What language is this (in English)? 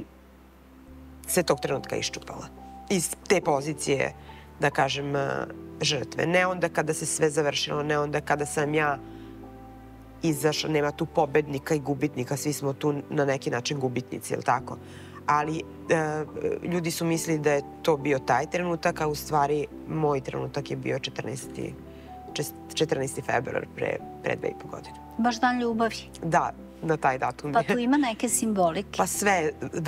Serbian